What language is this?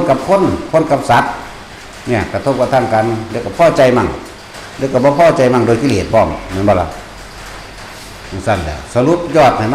Northeastern Thai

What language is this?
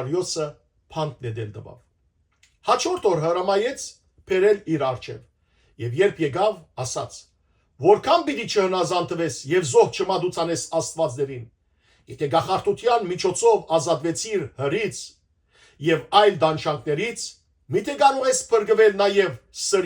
Western Armenian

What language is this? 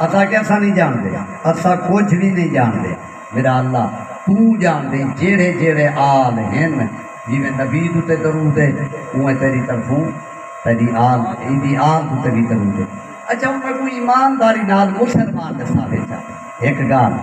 Saraiki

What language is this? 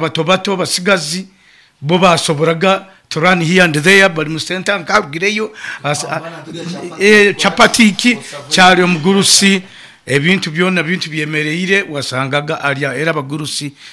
Nyoro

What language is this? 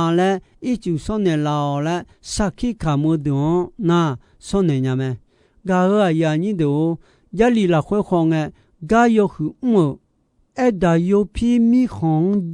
Akha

